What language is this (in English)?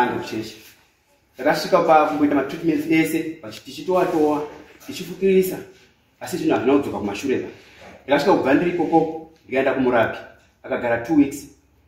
Shona